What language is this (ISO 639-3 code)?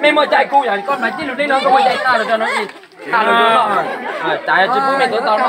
hmn